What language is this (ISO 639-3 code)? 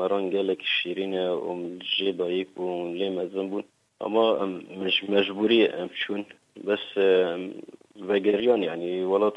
kur